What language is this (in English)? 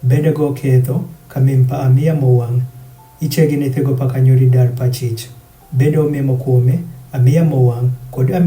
Adhola